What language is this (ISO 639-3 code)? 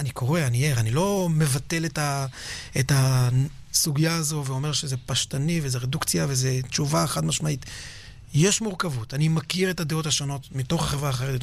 heb